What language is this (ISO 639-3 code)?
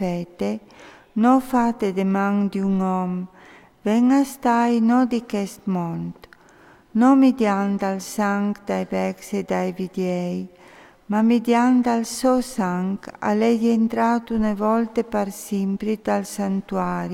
fur